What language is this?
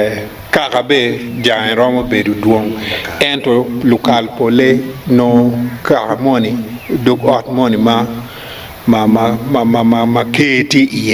Acoli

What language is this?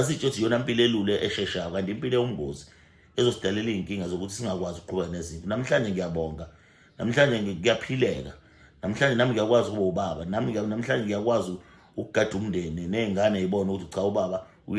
Zulu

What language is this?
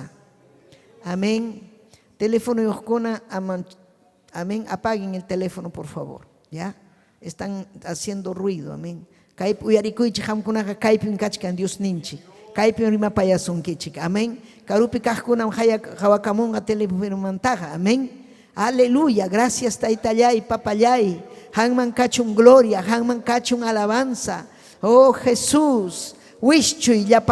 Ayacucho Quechua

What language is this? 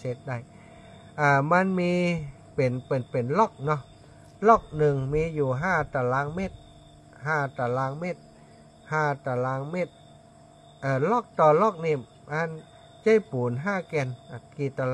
Thai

